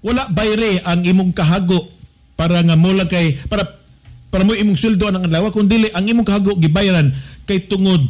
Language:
Cebuano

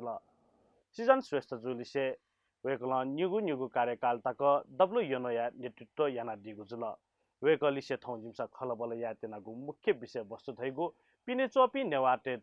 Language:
Newari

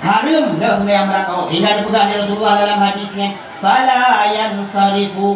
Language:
Achinese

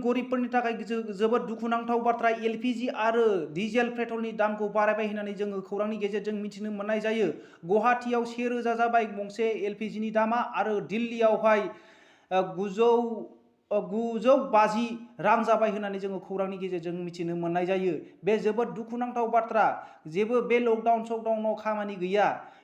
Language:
Bodo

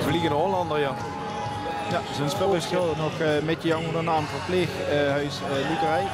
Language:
Limburgish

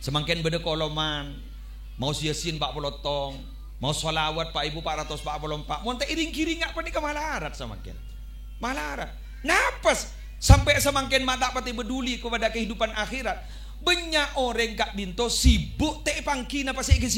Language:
Madurese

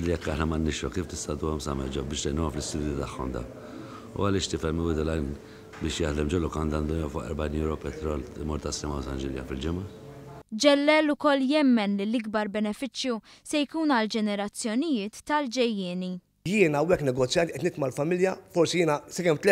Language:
Maltese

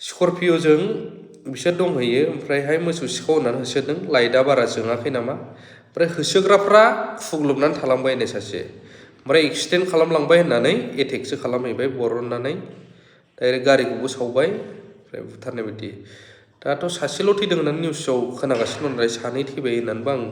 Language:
Bodo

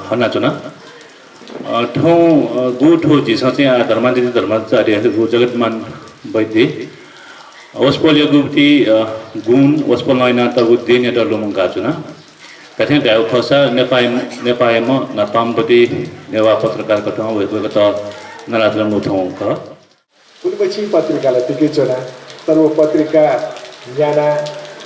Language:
Newari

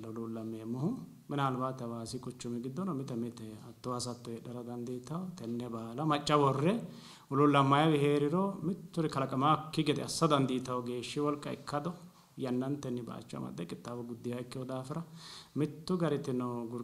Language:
Sidamo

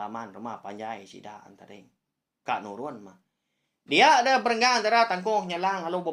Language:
Iban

